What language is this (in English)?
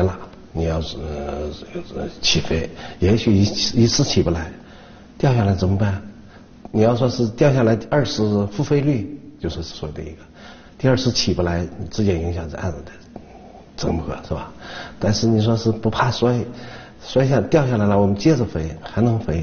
Chinese